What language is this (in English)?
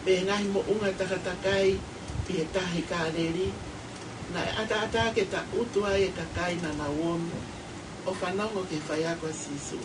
Tongan